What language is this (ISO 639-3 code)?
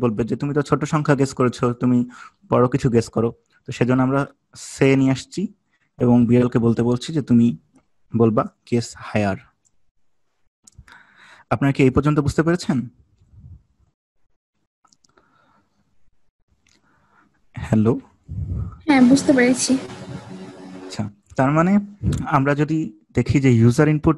ben